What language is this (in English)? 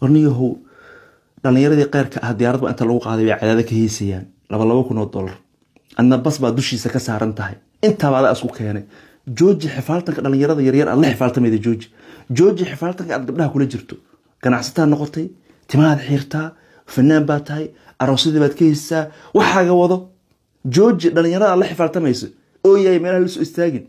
Somali